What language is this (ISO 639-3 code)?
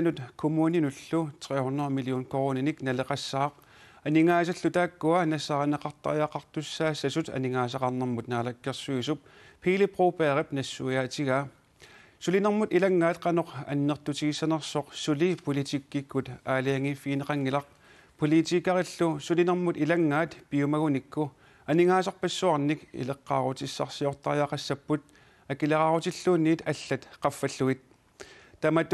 kal